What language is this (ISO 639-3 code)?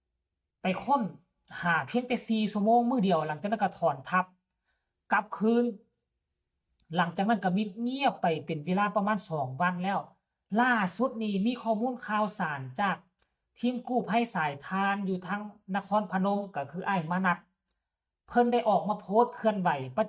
lao